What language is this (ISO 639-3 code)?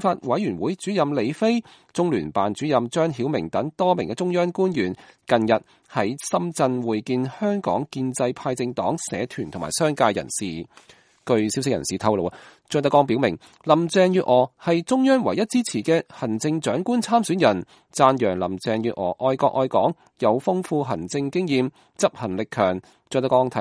yue